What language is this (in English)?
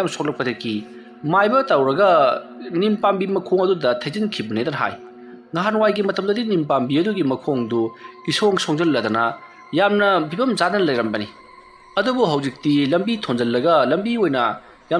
Manipuri